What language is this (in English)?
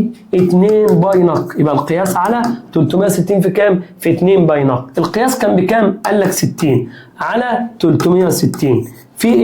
Egyptian Arabic